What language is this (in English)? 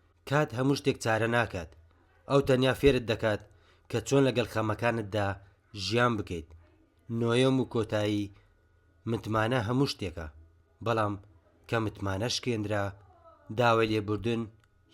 Central Kurdish